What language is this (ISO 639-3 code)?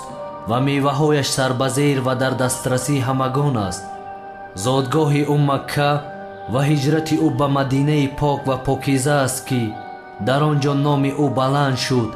tgk